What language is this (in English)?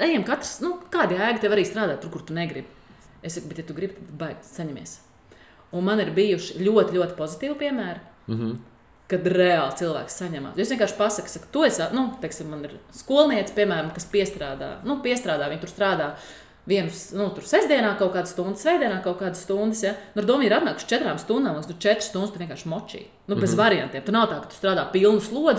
Latvian